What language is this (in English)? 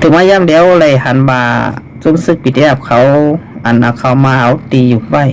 Shan